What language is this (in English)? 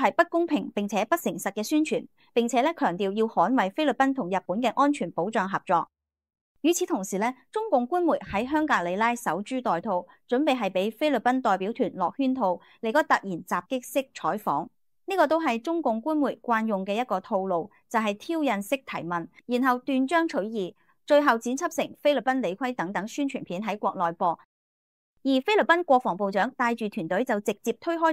Cantonese